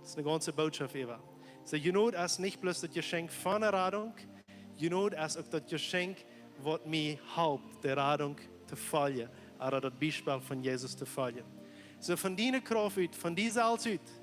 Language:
Plautdietsch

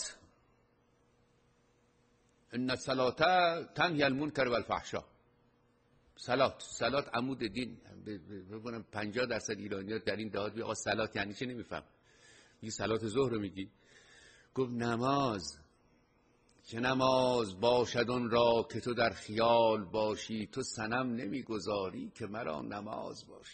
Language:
Persian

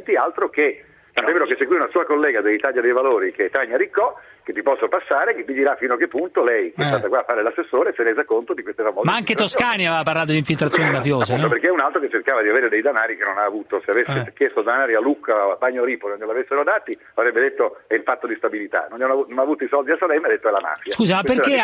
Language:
Italian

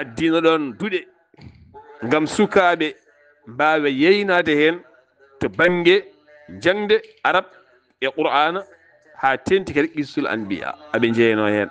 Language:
Fula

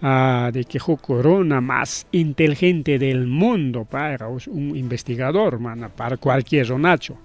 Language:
Ayacucho Quechua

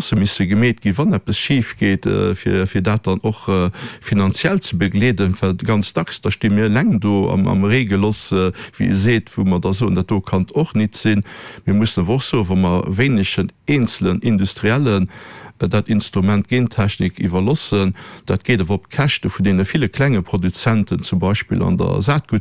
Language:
Luxembourgish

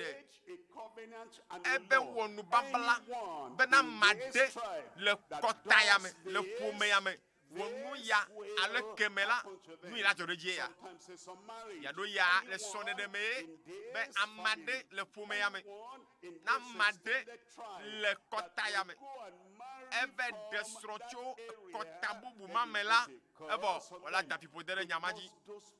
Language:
Ewe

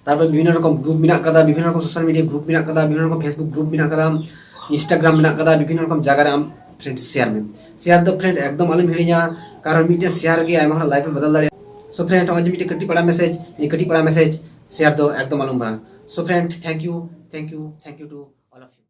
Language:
Santali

